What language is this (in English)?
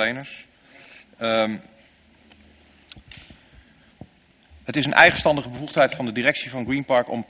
Dutch